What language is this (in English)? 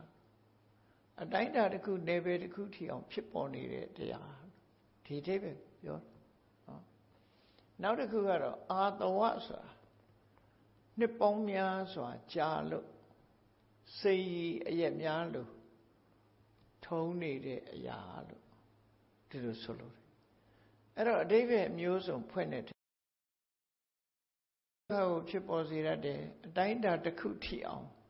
Burmese